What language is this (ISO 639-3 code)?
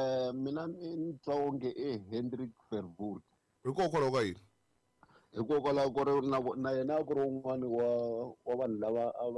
tso